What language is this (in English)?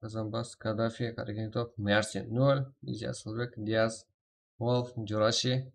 Kara-Kalpak